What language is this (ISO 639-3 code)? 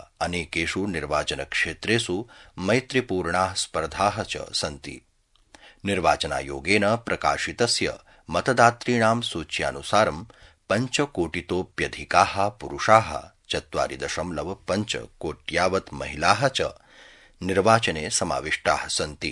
san